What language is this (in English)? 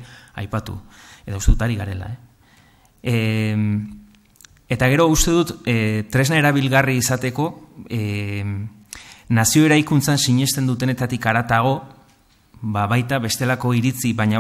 Basque